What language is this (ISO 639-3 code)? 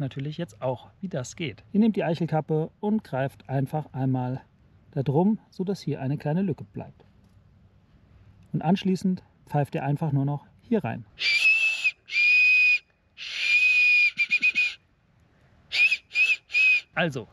deu